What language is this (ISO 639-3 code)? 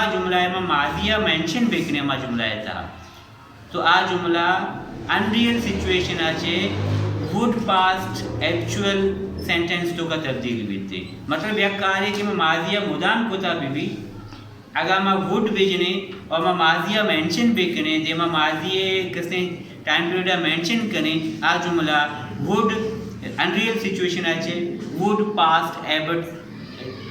bal